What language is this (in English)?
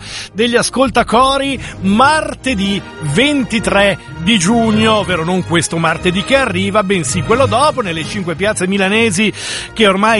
Italian